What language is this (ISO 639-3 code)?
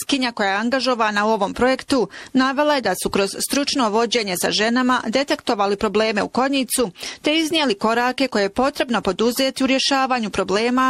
bos